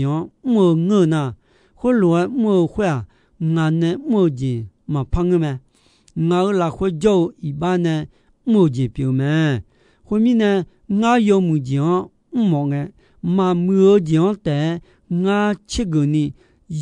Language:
Akha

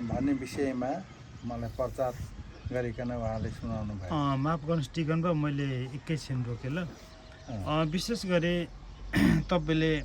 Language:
Nepali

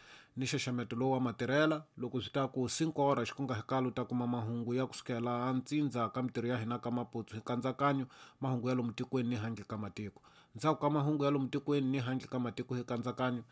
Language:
Tsonga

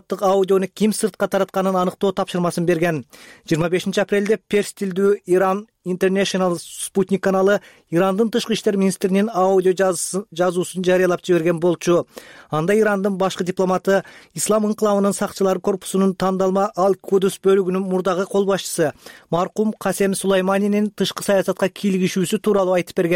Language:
Kyrgyz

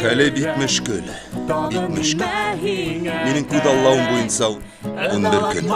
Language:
Bashkir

